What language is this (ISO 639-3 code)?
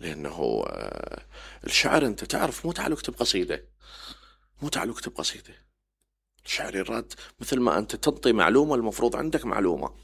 acm